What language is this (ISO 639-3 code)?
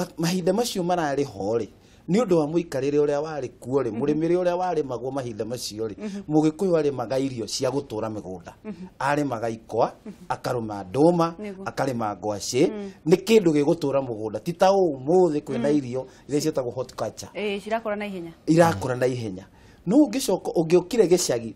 kik